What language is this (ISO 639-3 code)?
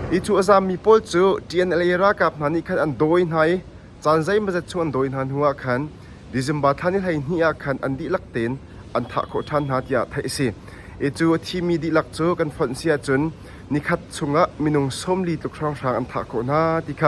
cnh